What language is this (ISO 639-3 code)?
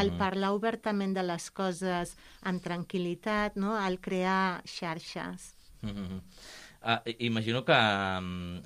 cat